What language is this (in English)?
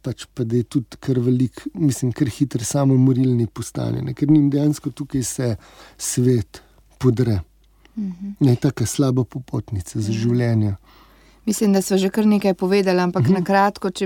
Slovenian